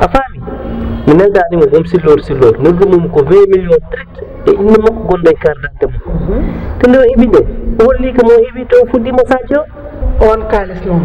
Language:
Fula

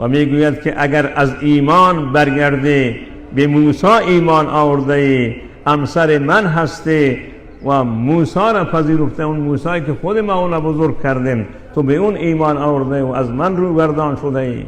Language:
Persian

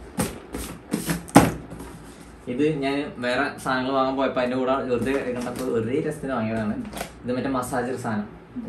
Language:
Malayalam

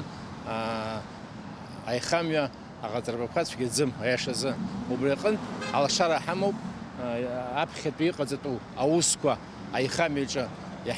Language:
Abkhazian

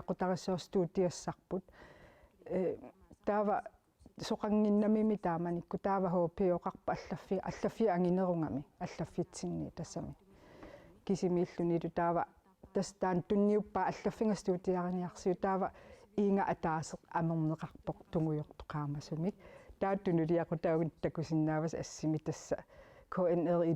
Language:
Kalaallisut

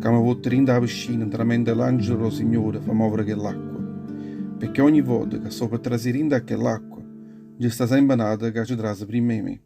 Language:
Neapolitan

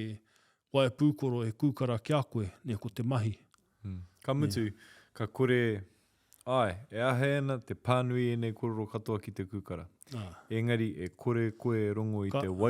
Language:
Māori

